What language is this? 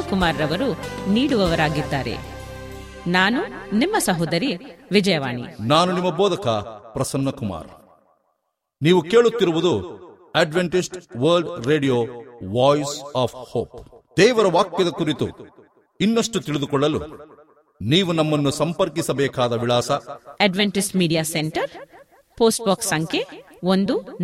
Kannada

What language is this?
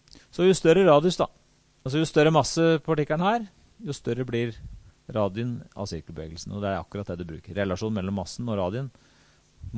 Norwegian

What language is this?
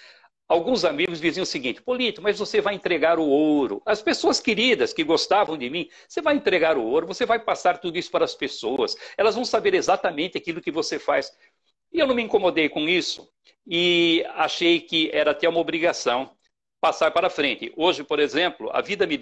Portuguese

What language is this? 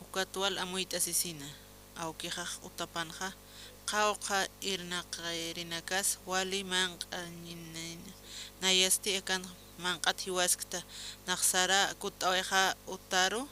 Aymara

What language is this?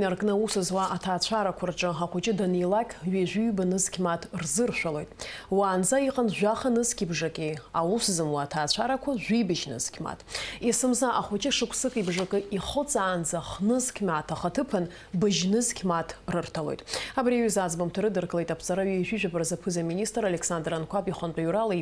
Abkhazian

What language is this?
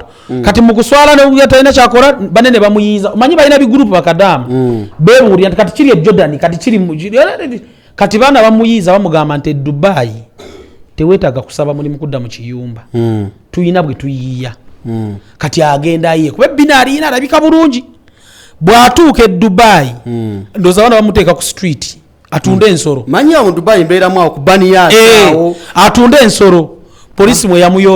Ganda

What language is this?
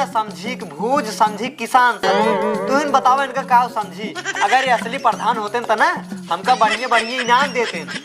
Awadhi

